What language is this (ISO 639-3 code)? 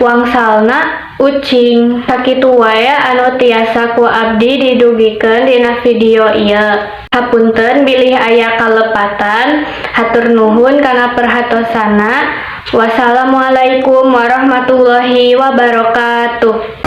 sun